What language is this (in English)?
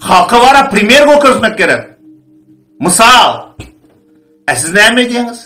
Turkmen